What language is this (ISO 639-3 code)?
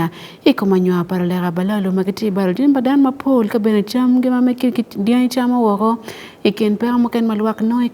ach